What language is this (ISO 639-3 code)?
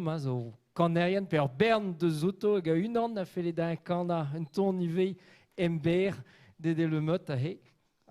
bre